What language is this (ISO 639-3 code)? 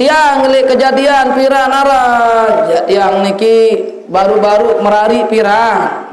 sas